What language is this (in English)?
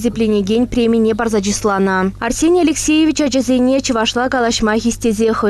Chuvash